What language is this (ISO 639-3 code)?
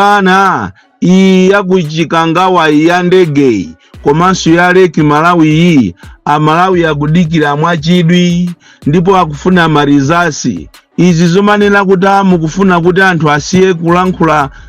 nya